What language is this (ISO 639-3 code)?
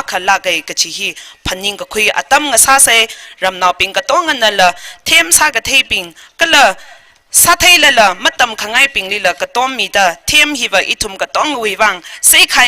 nmf